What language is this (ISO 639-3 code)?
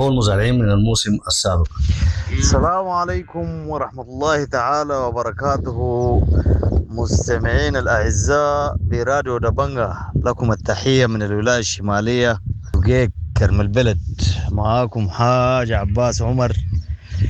apd